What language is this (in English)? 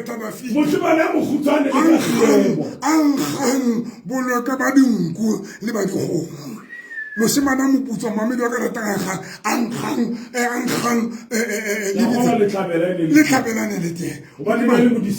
Southern Sotho